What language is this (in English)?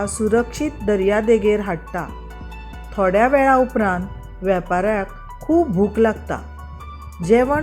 Konkani